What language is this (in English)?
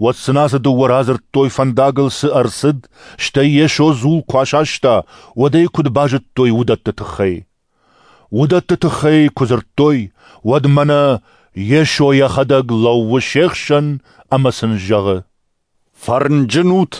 Ossetic